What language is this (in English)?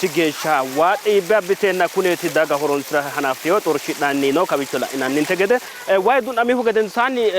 Sidamo